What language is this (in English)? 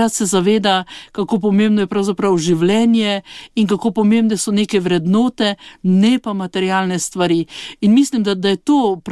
Slovenian